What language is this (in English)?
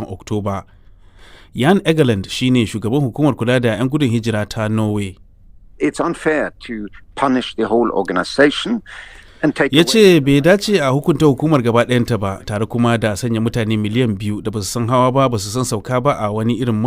Hausa